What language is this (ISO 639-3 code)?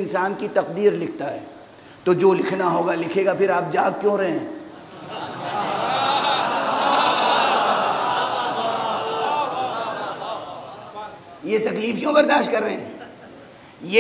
urd